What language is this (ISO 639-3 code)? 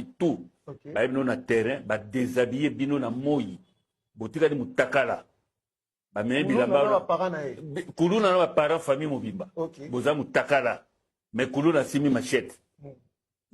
lin